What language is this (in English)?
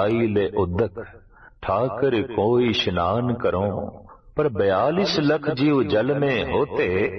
Punjabi